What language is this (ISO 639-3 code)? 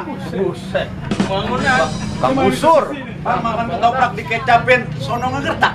bew